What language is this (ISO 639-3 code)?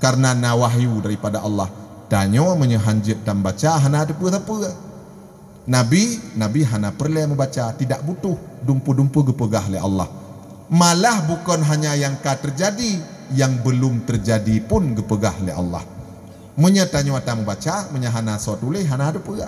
ace